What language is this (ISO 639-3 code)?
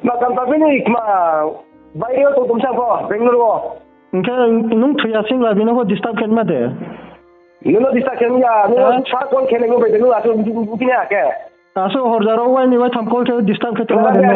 ria